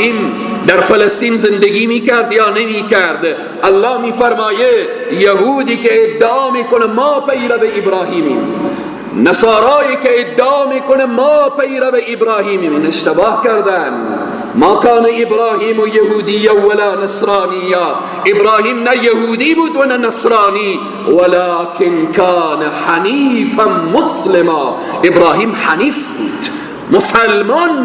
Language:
Persian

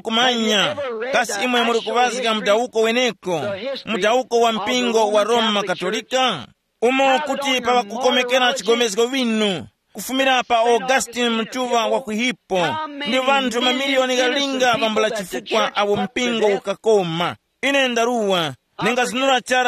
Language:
Tumbuka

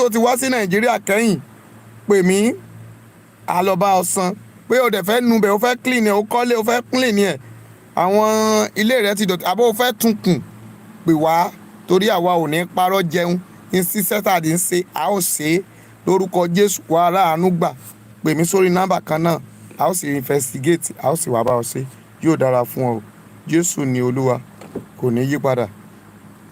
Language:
Yoruba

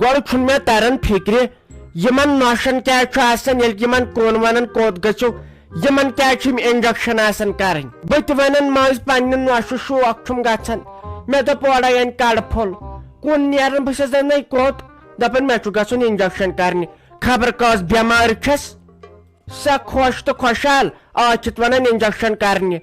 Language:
Kashmiri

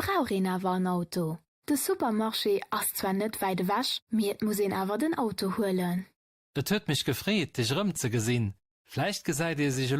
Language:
Luxembourgish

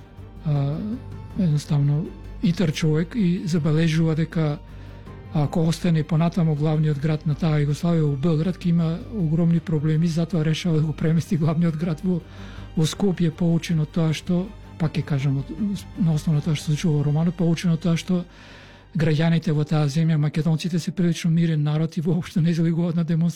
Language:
Macedonian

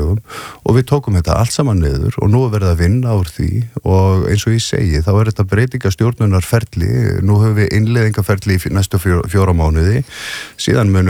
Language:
Icelandic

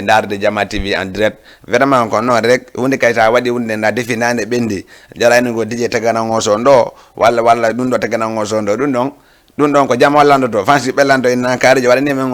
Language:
Fula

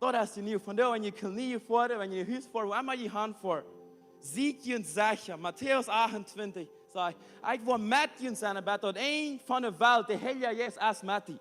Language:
Plautdietsch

